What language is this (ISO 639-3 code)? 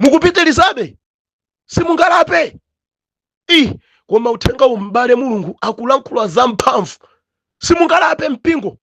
nya